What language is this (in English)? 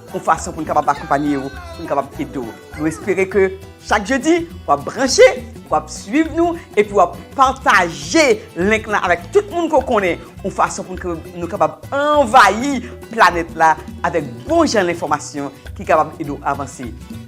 Haitian Creole